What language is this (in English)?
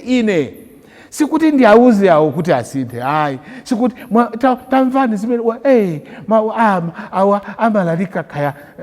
Nyanja